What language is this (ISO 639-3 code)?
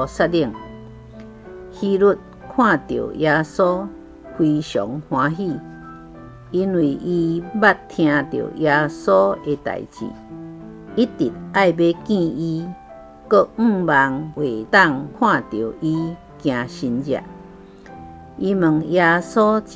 nan